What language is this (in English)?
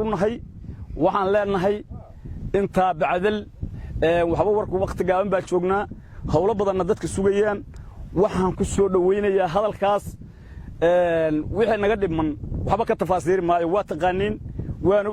Somali